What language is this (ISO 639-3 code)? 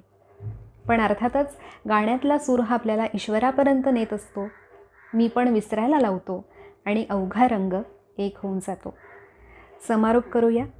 mar